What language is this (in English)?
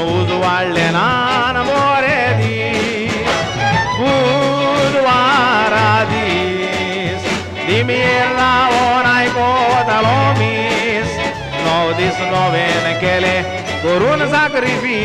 Konkani